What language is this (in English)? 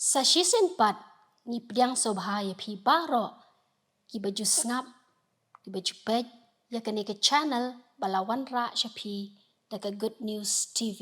Khasi